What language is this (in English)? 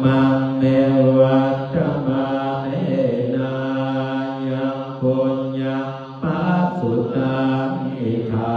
Pali